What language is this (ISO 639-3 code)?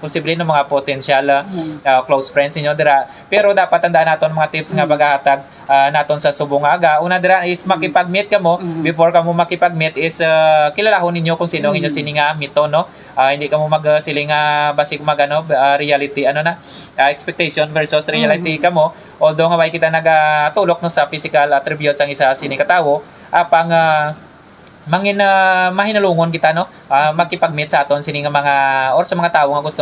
hil